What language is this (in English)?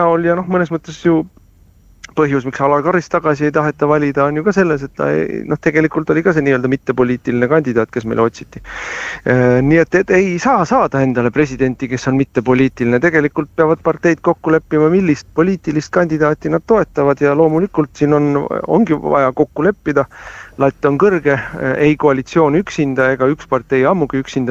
Estonian